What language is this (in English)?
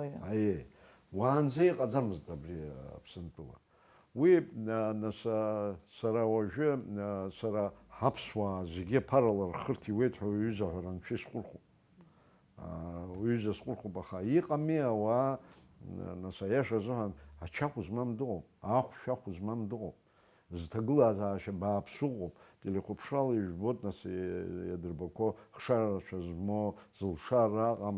Abkhazian